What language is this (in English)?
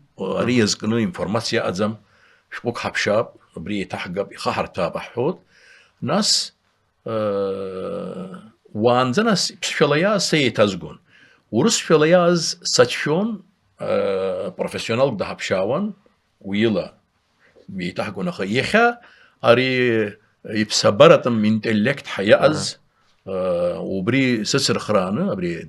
Abkhazian